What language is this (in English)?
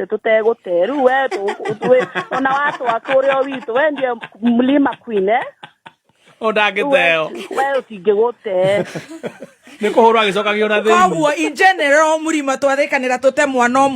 Kikuyu